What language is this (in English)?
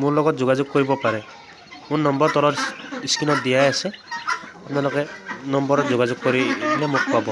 Assamese